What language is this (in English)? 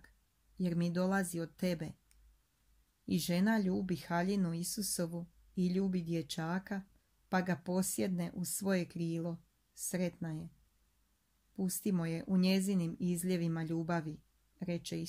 Croatian